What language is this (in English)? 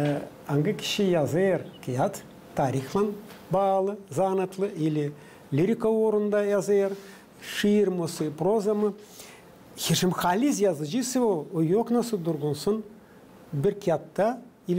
Gagauz